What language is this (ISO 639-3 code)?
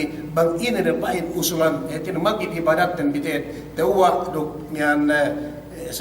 yka